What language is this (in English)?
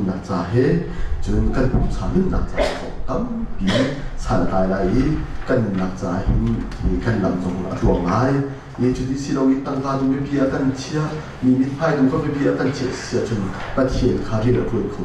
Hakha Chin